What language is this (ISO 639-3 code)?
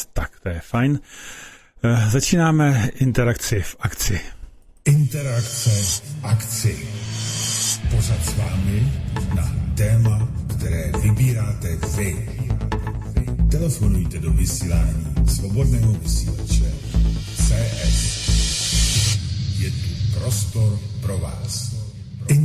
ces